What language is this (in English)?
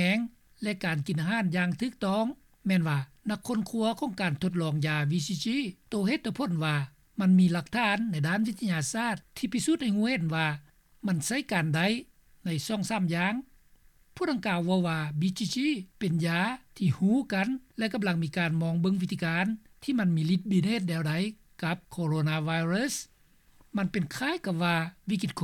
Lao